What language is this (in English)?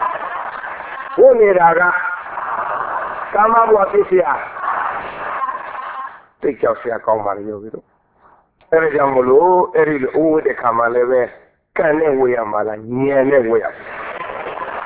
Burmese